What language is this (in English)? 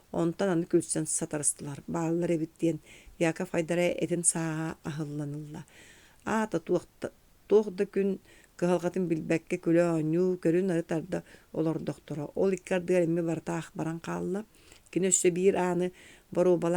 Yakut